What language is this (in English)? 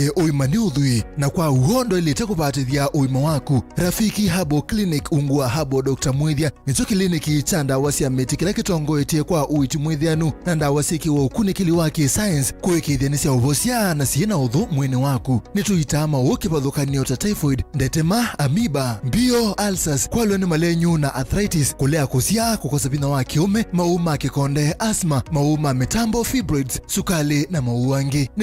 Kamba